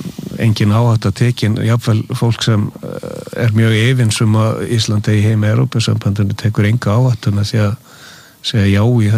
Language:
Icelandic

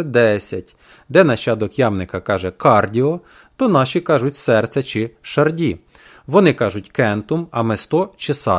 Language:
Ukrainian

